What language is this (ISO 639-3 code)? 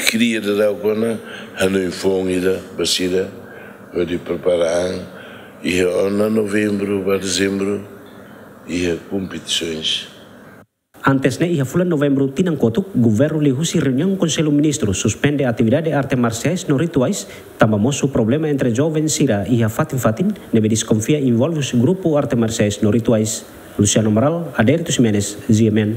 tet